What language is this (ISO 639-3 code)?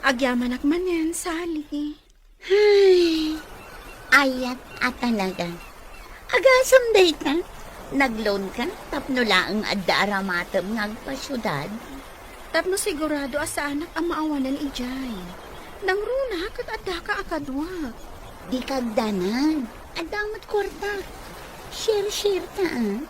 ilo